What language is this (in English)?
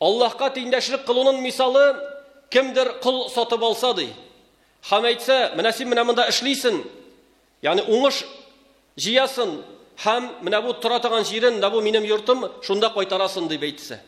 Tatar